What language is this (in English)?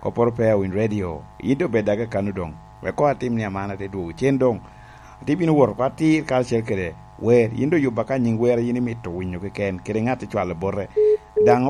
Lango (Uganda)